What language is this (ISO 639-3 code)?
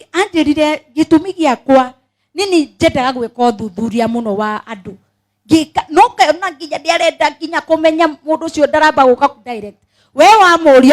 kik